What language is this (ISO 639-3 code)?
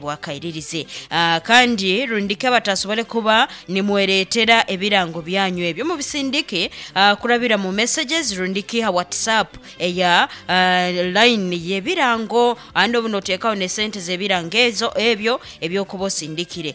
nyo